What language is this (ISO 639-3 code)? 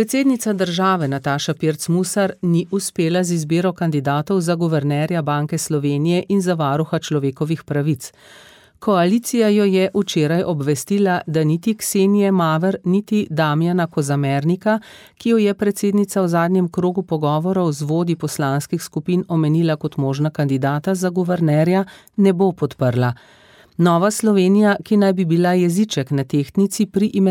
slv